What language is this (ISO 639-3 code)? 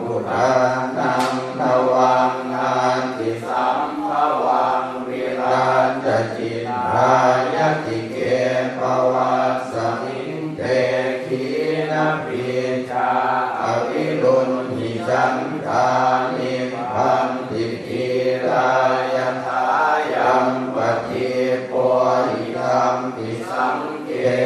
pli